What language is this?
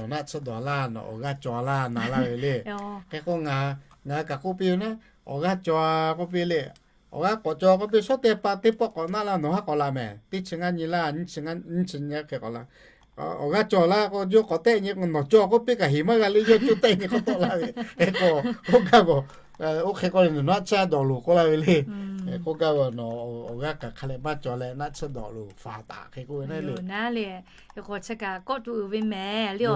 Lahu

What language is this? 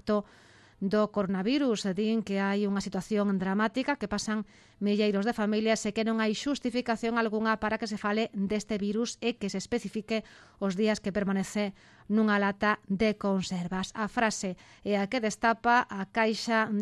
Galician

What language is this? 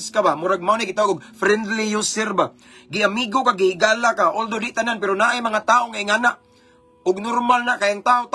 Cebuano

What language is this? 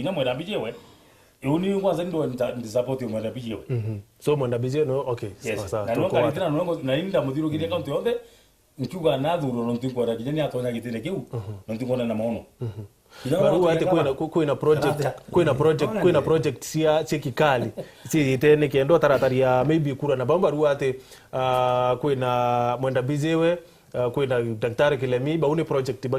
Meru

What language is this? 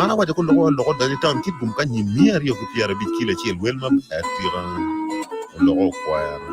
Acoli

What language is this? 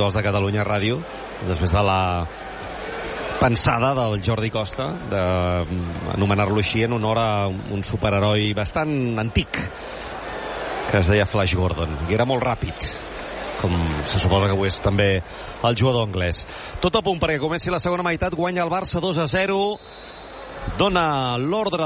Catalan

